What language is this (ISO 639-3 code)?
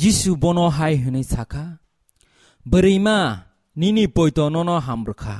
trp